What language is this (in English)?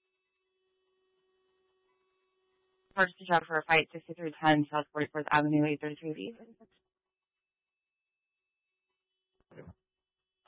English